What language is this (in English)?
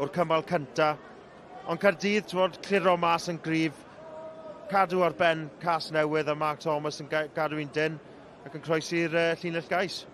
Welsh